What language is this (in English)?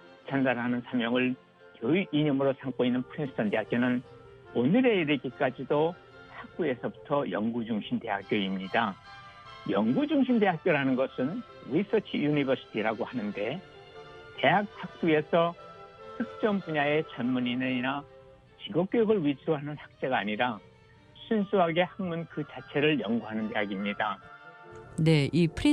Korean